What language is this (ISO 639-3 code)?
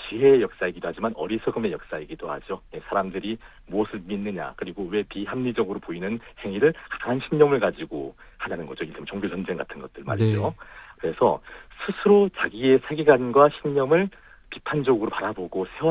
kor